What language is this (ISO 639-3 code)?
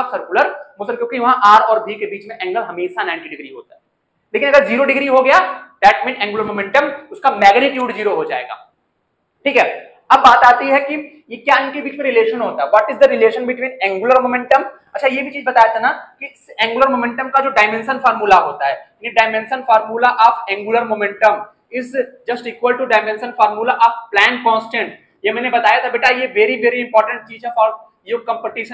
hin